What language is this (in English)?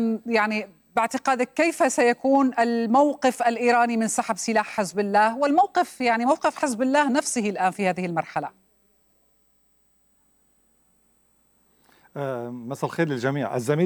Arabic